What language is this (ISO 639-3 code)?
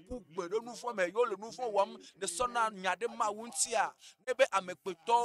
ewe